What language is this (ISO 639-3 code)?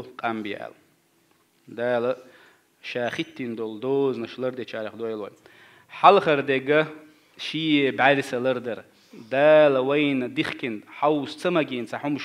che